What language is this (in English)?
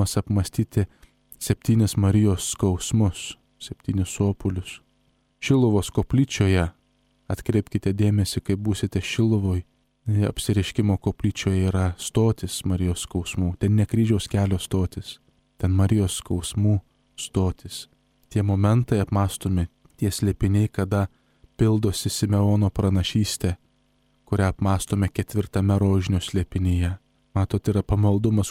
Lithuanian